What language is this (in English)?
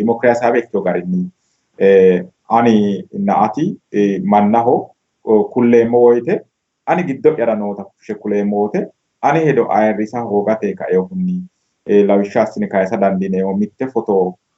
Sidamo